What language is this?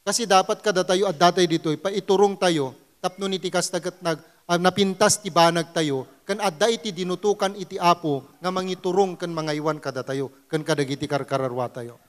Iloko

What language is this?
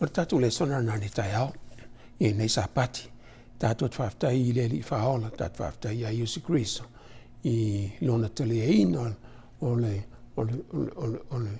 Samoan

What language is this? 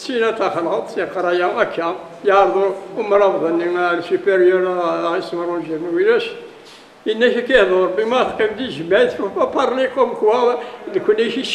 Kabyle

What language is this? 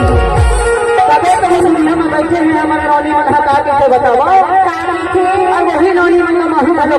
Chhattisgarhi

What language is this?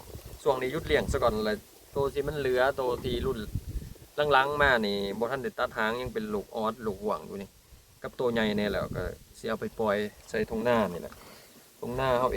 Lao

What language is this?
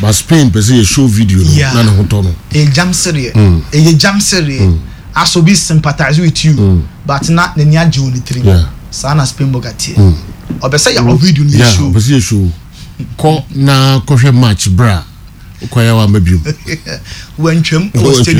Akan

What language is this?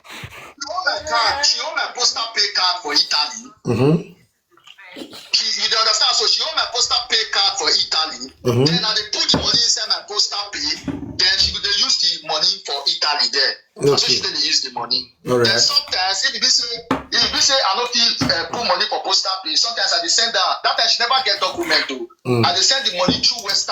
Nigerian Pidgin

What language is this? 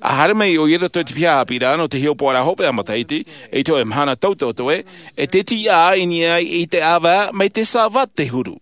Tahitian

